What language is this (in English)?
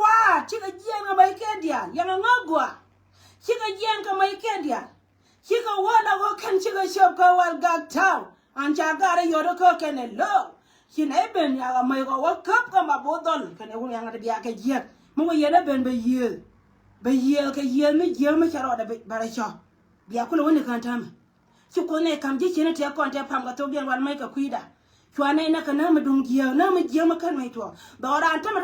Nuer